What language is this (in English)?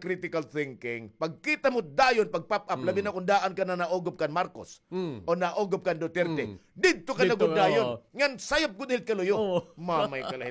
Waray